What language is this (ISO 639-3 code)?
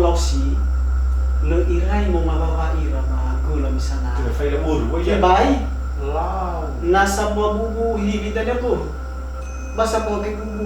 nia